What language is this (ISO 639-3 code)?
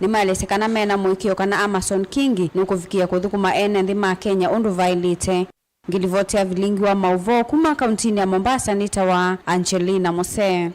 kam